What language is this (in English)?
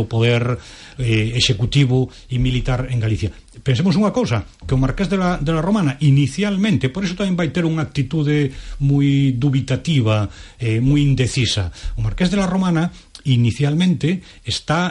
Galician